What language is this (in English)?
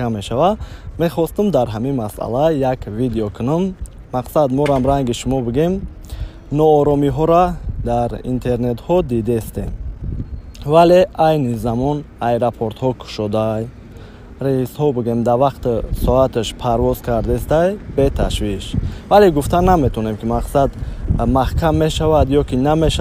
Tajik